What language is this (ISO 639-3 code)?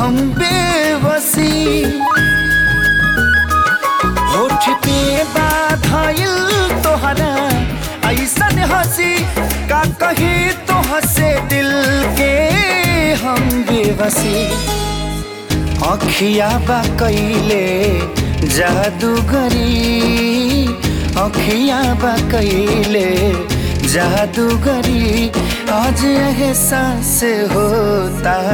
bho